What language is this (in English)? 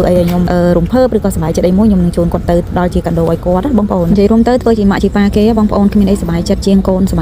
Khmer